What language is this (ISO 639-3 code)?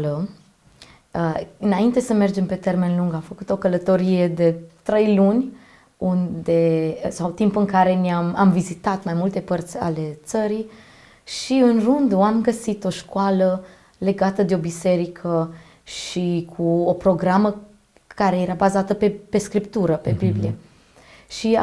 ron